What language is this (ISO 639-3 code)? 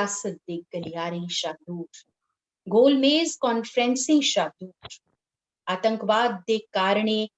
doi